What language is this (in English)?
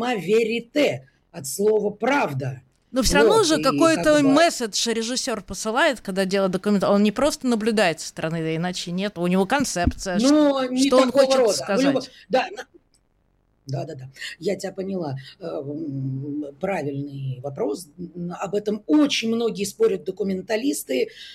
Russian